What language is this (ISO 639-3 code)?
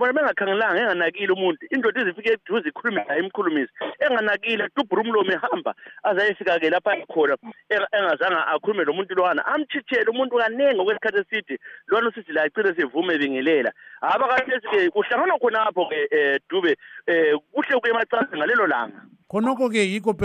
nde